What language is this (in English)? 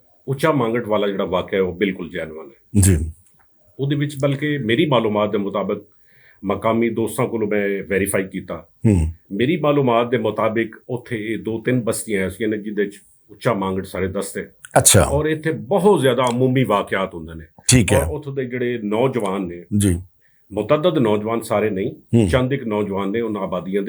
Western Panjabi